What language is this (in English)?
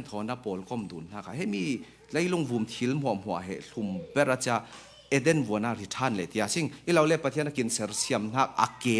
Falam Chin